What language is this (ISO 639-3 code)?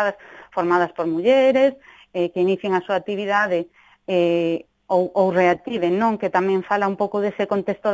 glg